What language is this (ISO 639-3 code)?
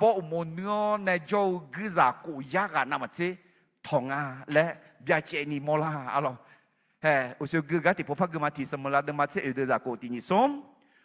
ahk